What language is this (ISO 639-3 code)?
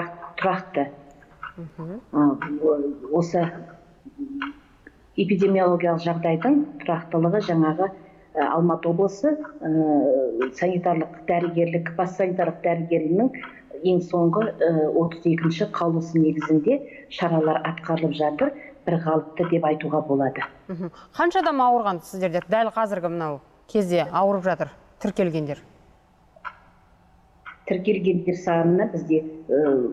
kaz